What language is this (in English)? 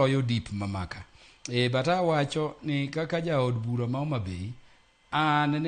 Luo (Kenya and Tanzania)